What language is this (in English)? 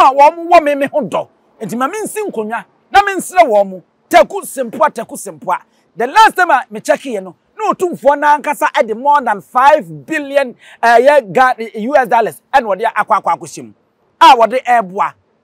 Akan